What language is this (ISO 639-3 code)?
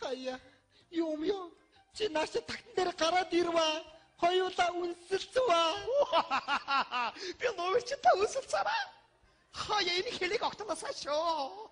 mon